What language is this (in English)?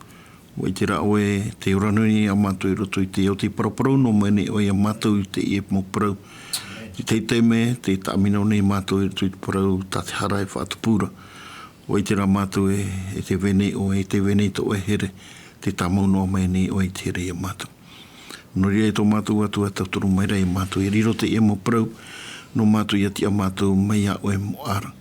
Tahitian